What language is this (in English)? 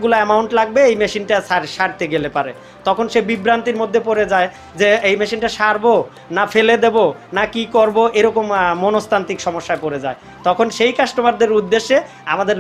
Bangla